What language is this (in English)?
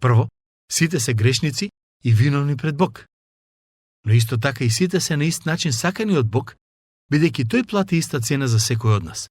Macedonian